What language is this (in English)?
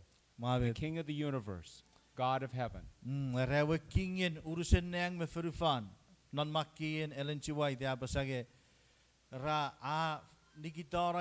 Chuukese